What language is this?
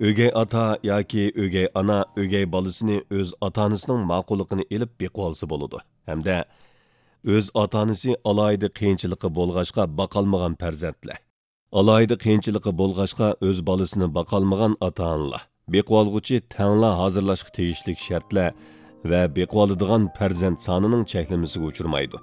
Uyghur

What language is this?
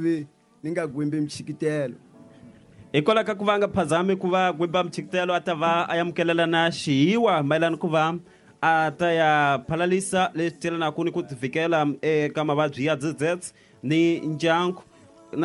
Tsonga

